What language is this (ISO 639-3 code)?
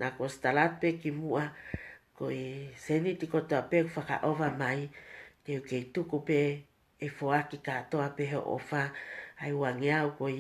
ton